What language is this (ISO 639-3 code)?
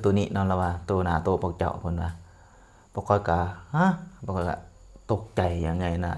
lao